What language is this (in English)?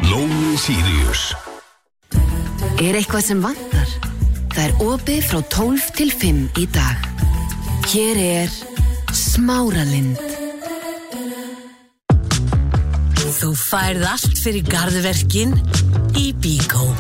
Icelandic